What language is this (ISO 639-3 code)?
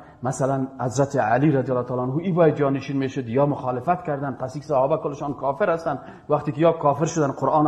fas